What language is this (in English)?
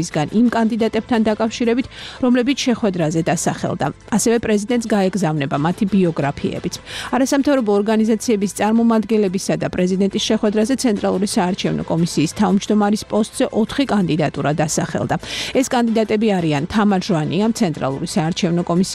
Georgian